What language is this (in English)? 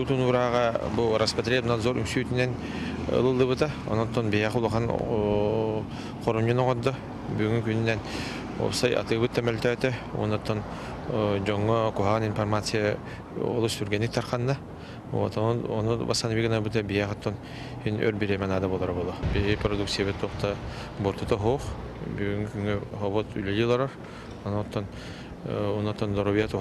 Yakut